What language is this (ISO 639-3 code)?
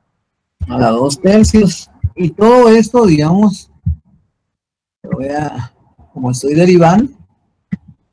spa